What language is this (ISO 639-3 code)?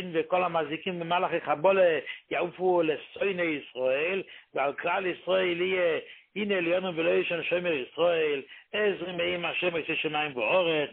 heb